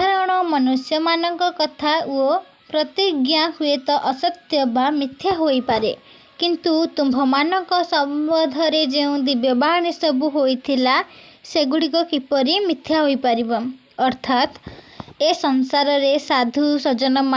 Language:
Odia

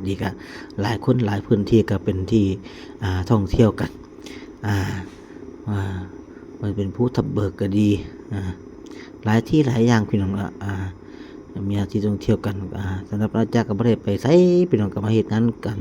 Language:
Northeastern Thai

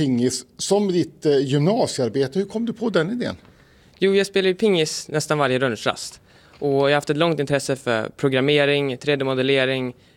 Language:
Swedish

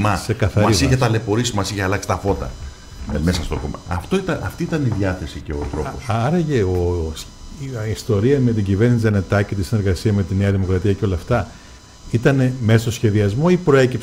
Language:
Greek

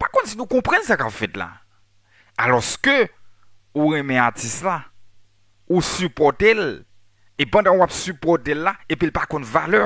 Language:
Haitian Creole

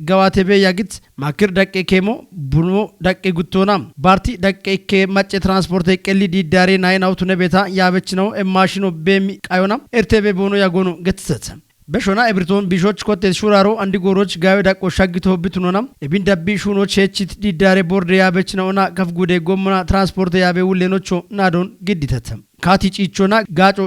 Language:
Kafa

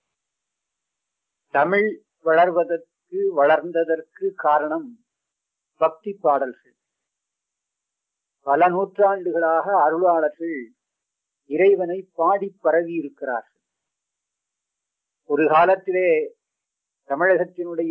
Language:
Tamil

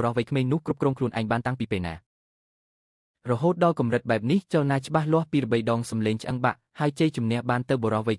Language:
Khmer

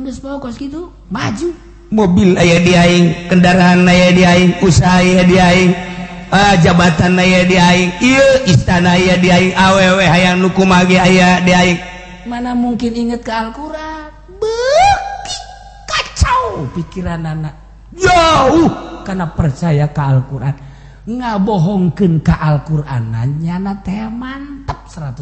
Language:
Sundanese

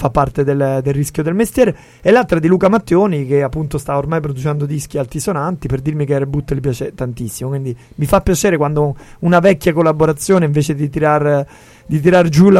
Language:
Italian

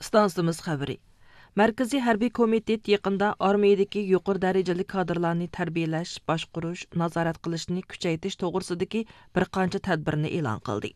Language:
Uyghur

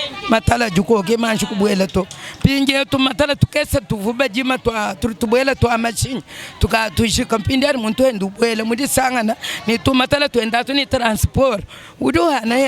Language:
Luba-Lulua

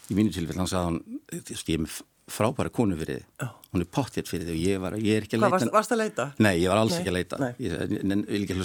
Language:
Icelandic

